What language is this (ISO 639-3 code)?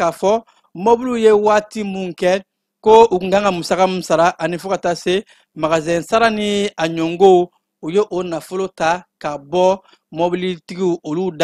bam